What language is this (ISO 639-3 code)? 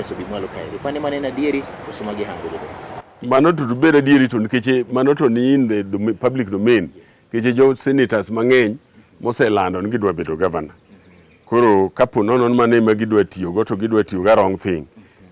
luo